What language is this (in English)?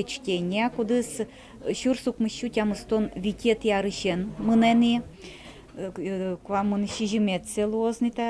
Udmurt